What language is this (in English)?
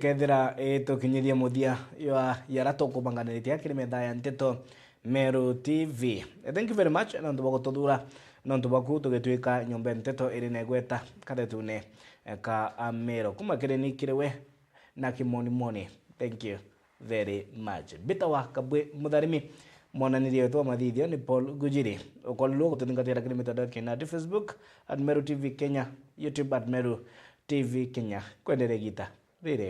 Meru